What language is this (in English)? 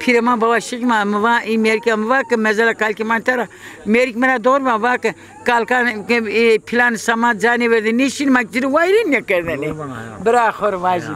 Zaza